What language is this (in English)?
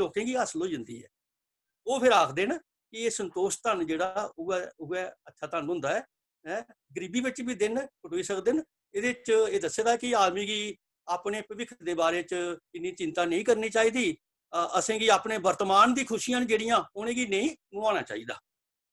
Dogri